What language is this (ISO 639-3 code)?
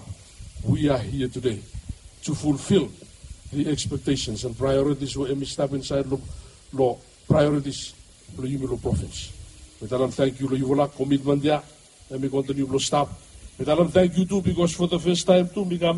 bis